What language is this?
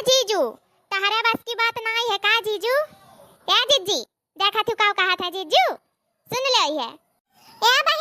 Awadhi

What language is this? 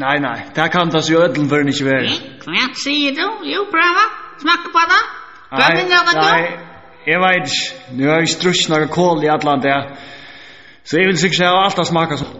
Faroese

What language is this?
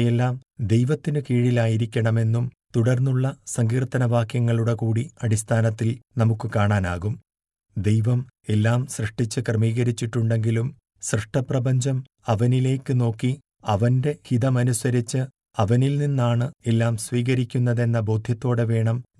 Malayalam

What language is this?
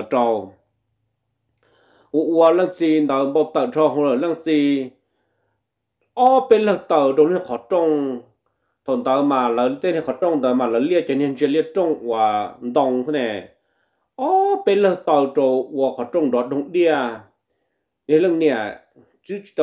Vietnamese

